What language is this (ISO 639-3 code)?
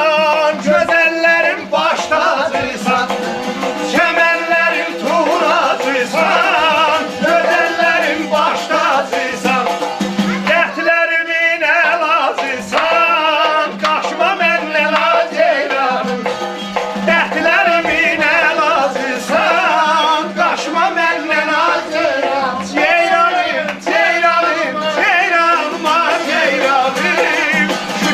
azb